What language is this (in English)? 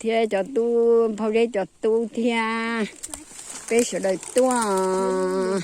Hmong